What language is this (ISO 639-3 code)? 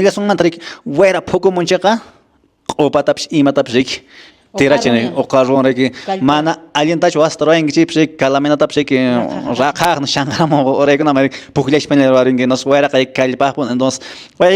que